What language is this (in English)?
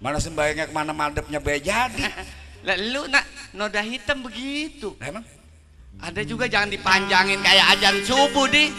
Betawi